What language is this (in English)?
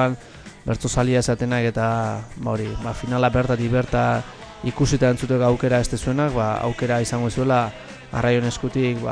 Basque